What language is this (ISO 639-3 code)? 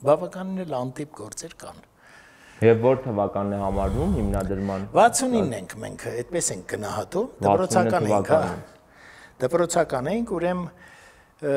hye